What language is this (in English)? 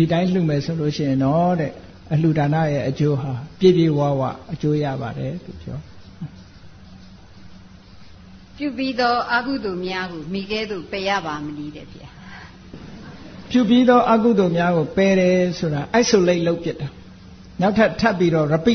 Burmese